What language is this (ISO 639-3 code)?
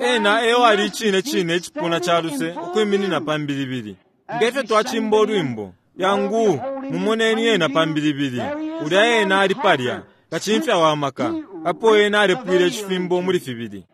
bem